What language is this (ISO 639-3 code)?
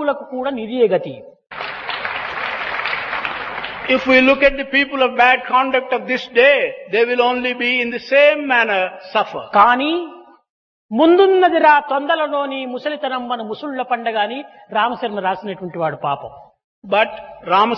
tel